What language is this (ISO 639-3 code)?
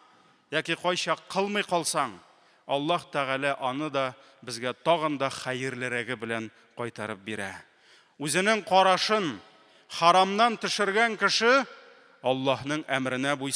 tat